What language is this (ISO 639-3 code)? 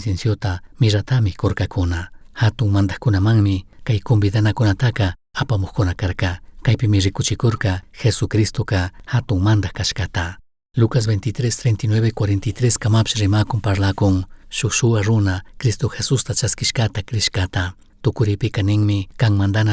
qug